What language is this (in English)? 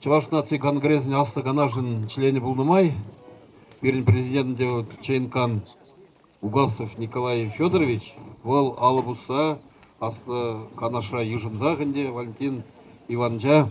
Chuvash